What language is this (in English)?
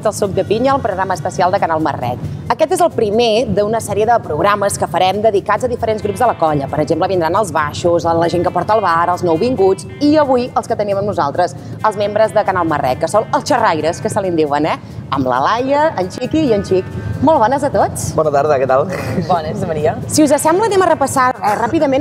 Catalan